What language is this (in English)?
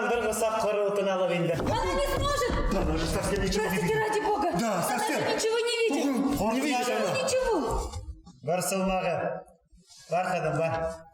Bashkir